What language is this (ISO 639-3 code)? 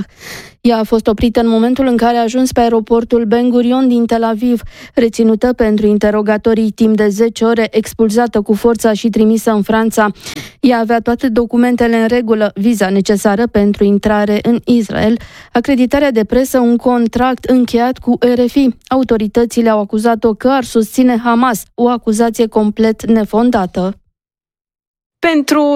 ron